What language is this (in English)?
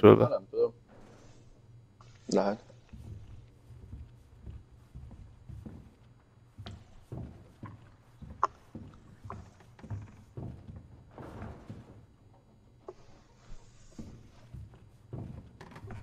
Hungarian